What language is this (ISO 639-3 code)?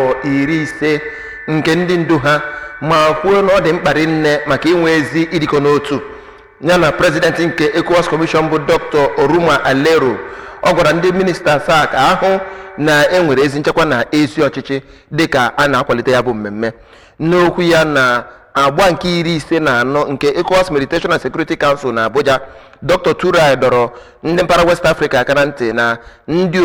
ibo